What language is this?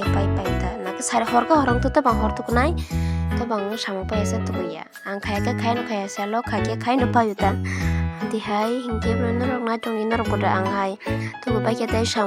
Kok Borok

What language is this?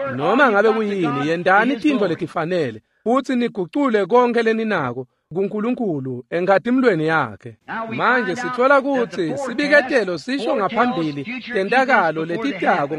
Swati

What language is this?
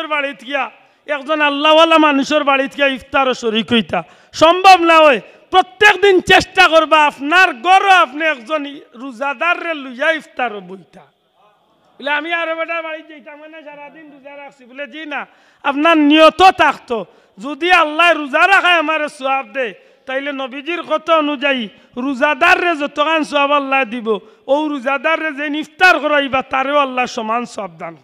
Sylheti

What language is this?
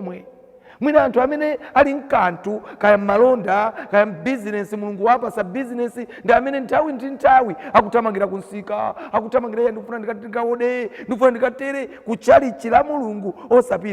Nyanja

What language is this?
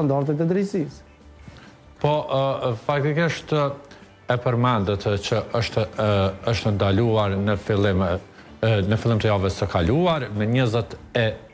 Albanian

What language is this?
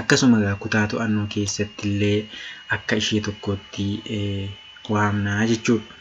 Oromo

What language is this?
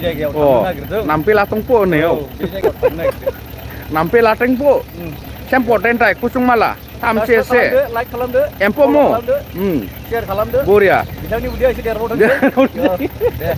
Bodo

